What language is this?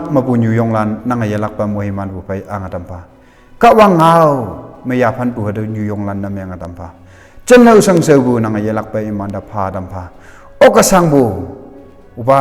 Konyak Naga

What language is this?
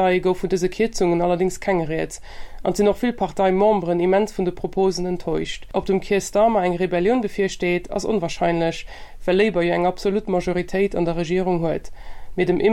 Luxembourgish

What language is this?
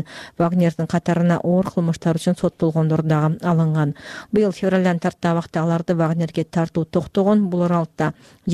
Kyrgyz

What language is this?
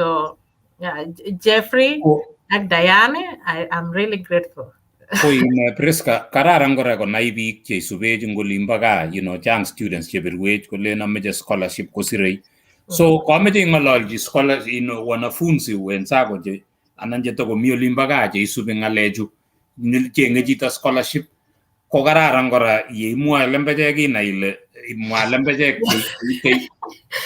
Kalenjin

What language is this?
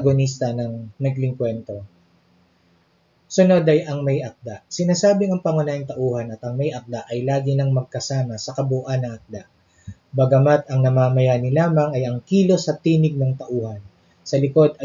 Filipino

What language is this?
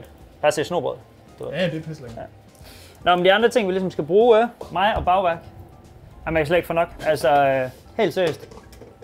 Danish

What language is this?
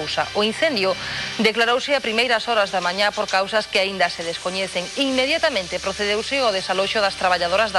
Galician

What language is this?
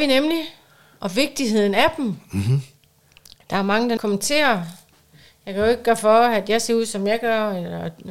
Danish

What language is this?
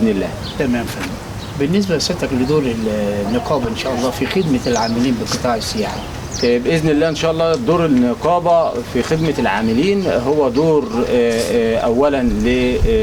Egyptian Arabic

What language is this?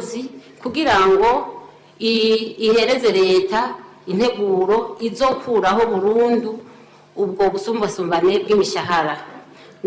Rundi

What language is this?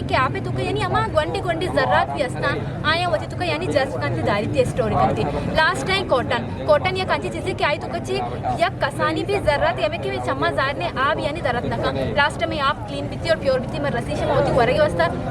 Eastern Balochi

